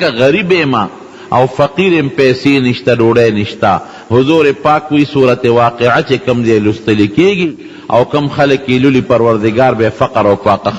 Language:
Pashto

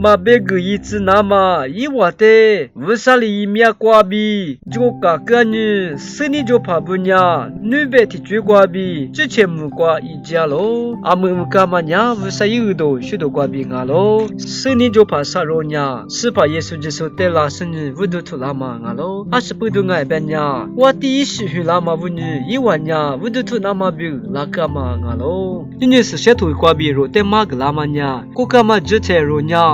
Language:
Lisu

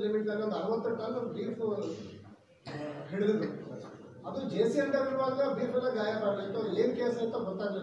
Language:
Kannada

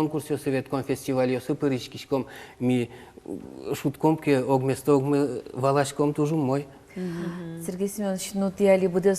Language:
Udmurt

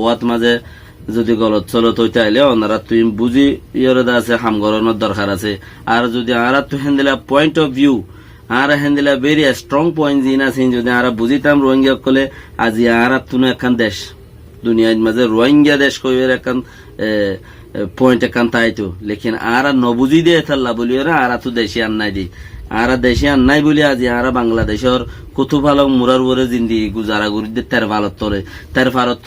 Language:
Rohingya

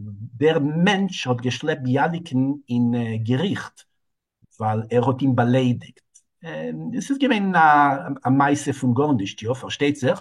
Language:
Yiddish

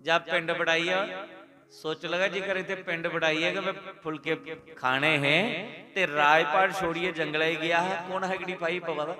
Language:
Dogri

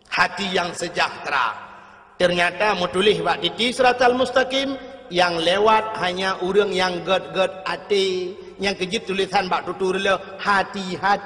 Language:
Achinese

